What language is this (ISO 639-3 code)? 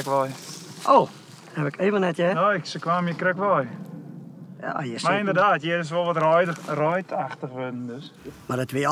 fry